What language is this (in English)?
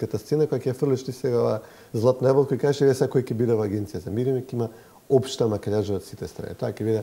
Macedonian